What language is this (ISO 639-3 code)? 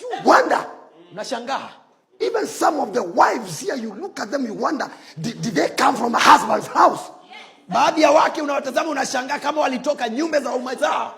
swa